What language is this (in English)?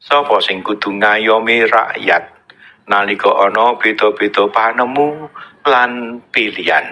Javanese